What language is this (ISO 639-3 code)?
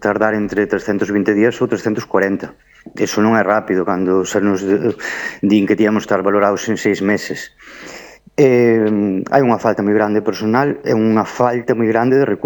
glg